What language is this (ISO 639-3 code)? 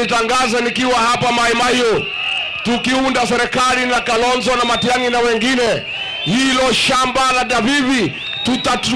guz